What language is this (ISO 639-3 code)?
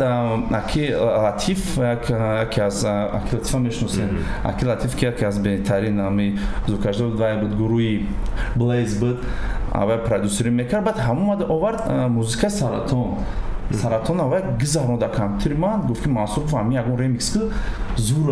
tgk